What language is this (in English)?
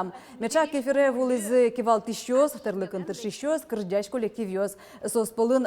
Udmurt